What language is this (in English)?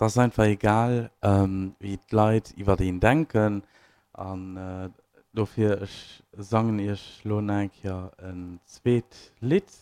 Luxembourgish